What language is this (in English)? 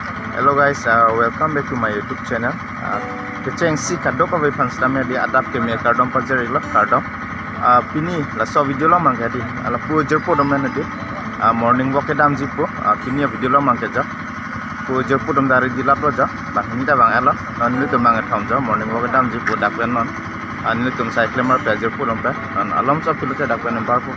Karbi